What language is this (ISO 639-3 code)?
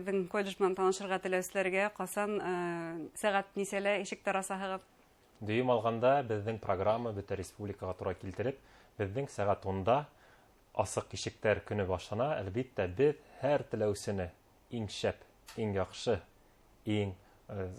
bak